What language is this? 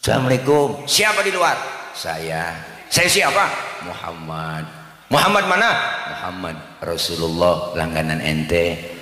Betawi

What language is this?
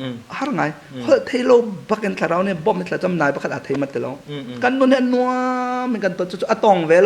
Hakha Chin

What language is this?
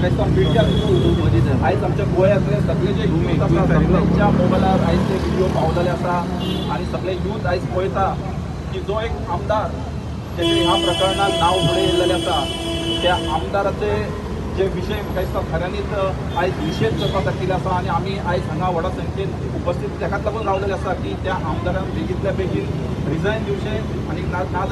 Konkani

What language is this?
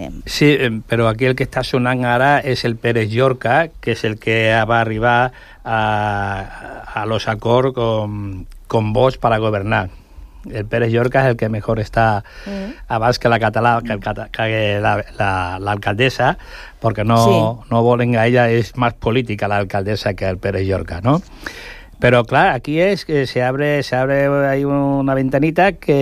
Catalan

